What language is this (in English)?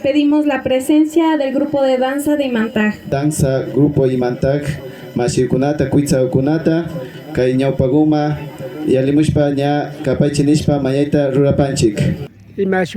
Imbabura Highland Quichua